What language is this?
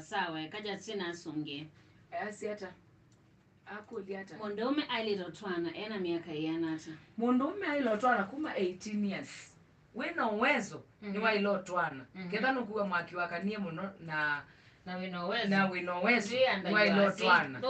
Kamba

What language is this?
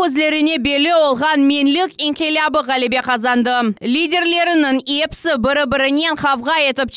Crimean Tatar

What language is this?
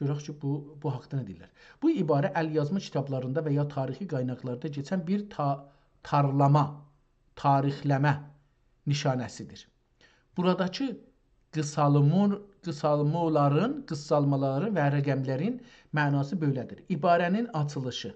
South Azerbaijani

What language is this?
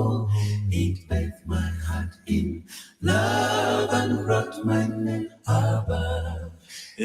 Ewe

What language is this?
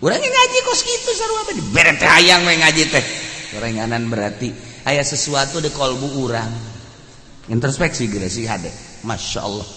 Sundanese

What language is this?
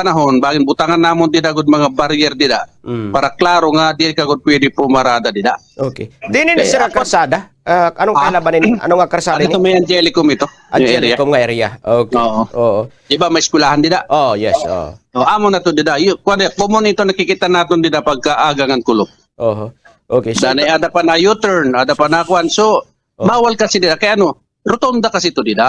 Waray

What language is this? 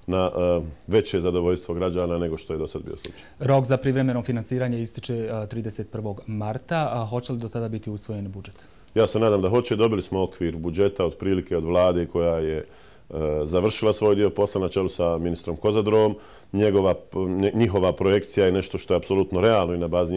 Bosnian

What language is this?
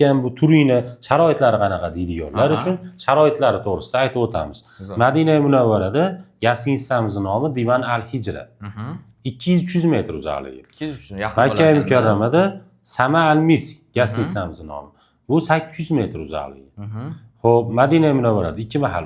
Uzbek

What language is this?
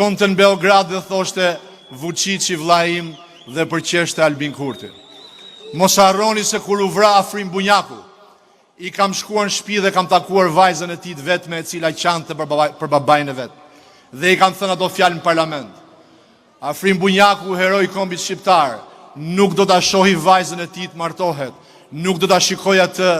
Albanian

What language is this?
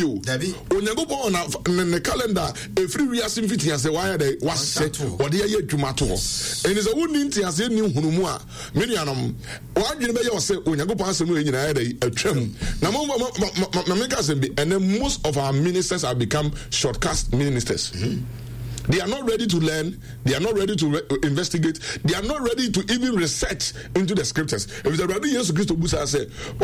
Akan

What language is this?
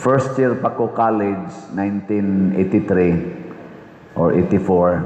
Cebuano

